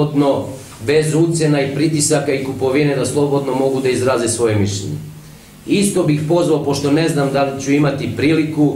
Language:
Serbian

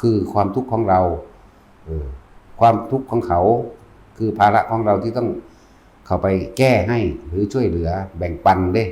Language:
Northeastern Thai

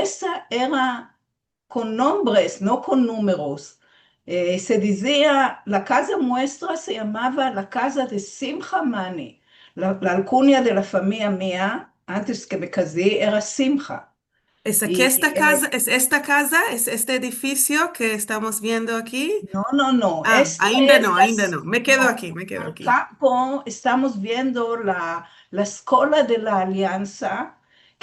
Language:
Ladino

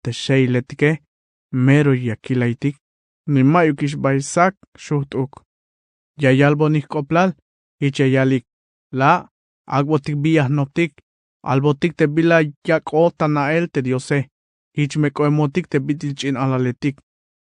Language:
Tzeltal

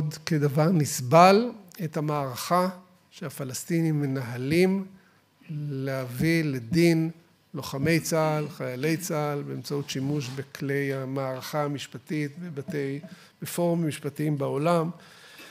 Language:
Hebrew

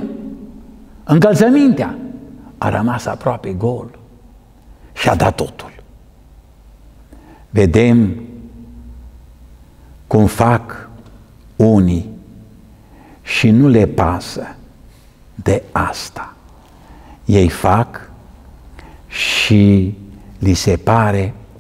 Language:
Romanian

